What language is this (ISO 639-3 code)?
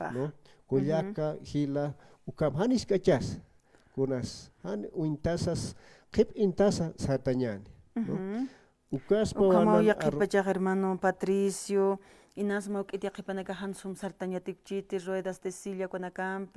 aym